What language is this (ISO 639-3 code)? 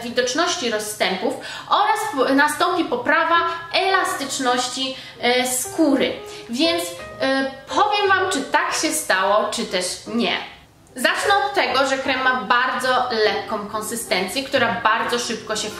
pol